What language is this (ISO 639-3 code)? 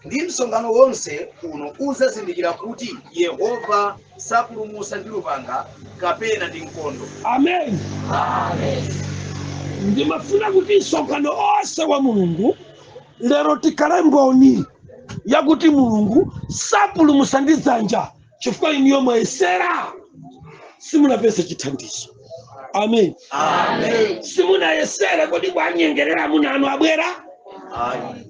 nya